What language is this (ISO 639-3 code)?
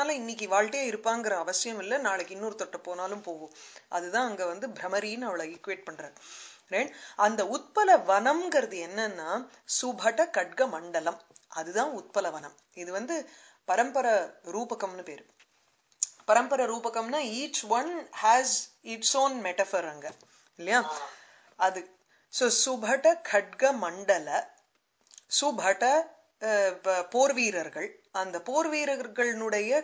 tam